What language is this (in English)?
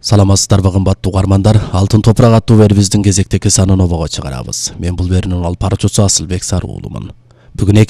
Kyrgyz